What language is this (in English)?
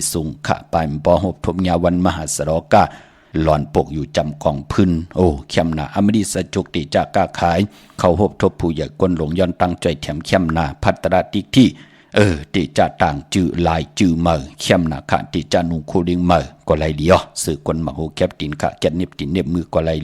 Shan